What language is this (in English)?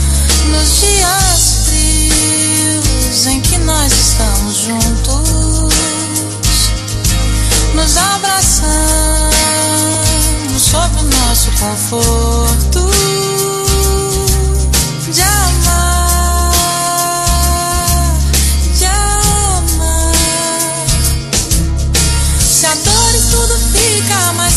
Portuguese